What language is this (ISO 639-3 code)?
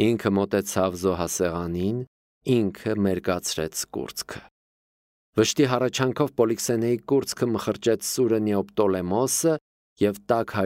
hye